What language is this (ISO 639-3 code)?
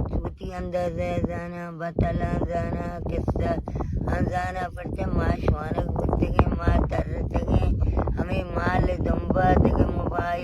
bal